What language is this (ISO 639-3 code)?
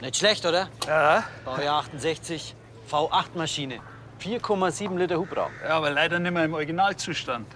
bar